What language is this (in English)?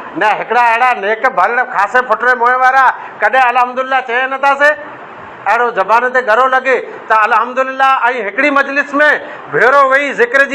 Sindhi